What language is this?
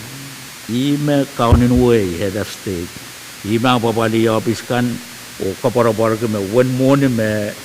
Pohnpeian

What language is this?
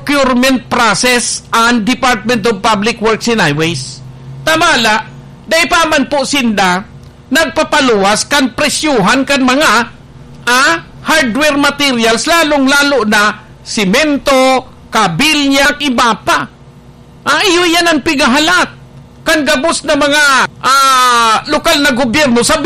Bikol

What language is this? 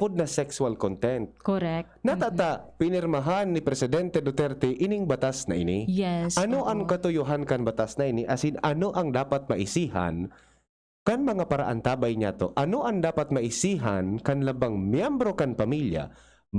Bikol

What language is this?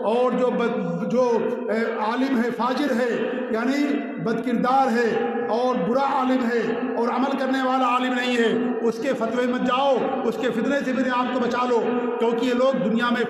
Urdu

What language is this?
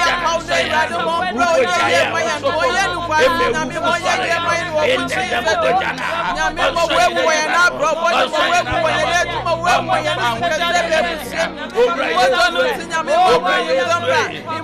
Akan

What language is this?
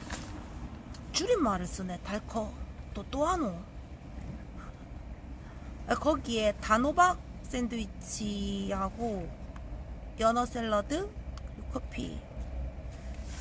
Korean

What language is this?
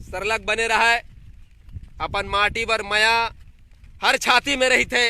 Chhattisgarhi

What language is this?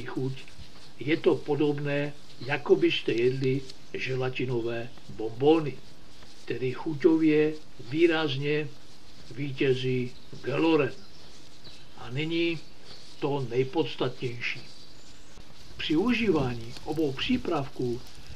Czech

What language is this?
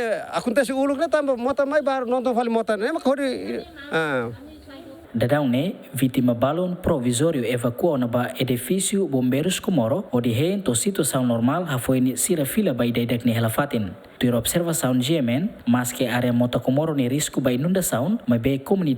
Tetum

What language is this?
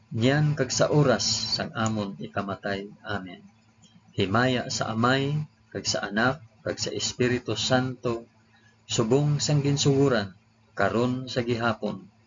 Hiligaynon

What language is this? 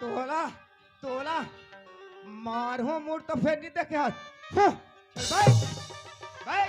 Chhattisgarhi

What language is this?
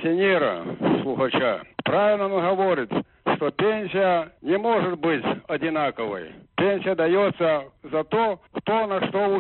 Belarusian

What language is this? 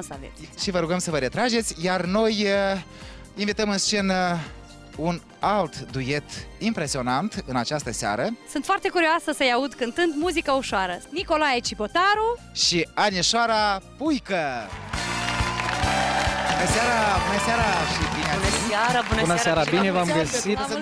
Romanian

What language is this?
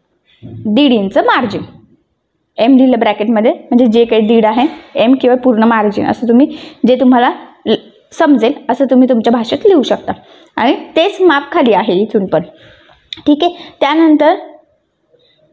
Marathi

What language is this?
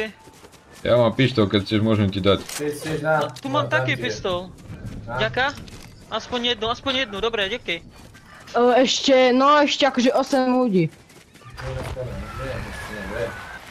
Slovak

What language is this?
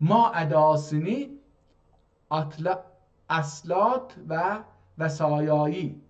South Azerbaijani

